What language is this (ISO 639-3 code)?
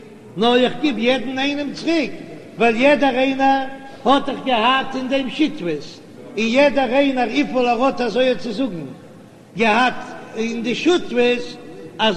yid